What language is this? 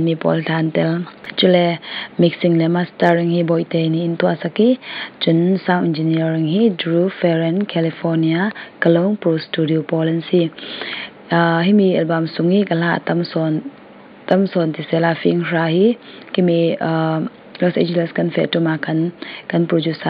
Falam Chin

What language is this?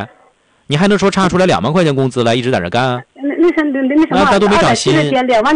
Chinese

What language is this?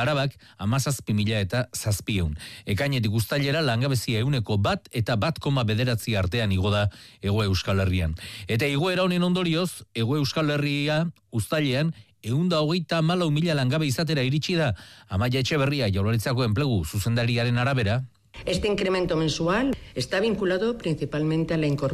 Basque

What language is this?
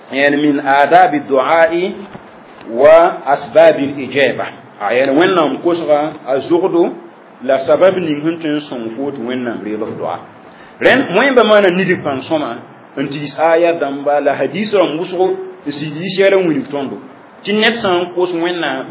Mossi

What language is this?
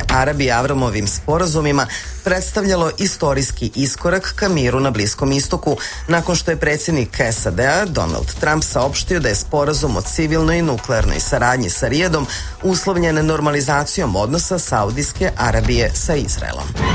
Serbian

